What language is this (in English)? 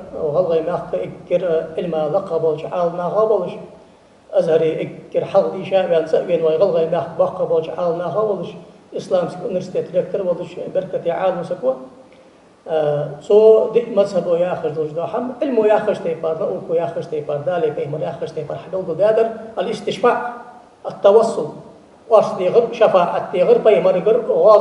Ingush